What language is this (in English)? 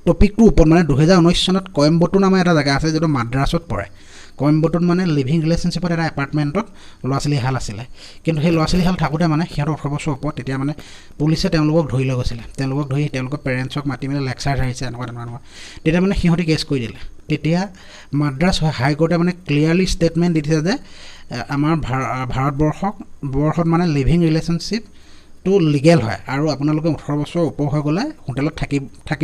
Assamese